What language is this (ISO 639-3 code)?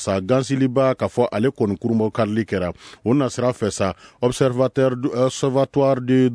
bam